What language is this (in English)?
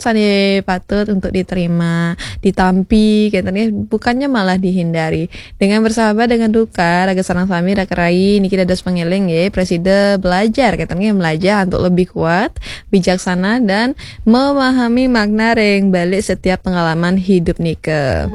Balinese